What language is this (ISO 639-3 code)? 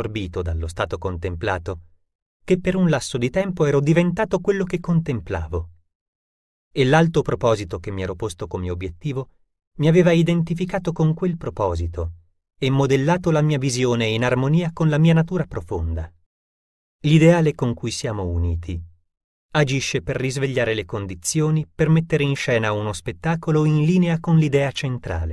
ita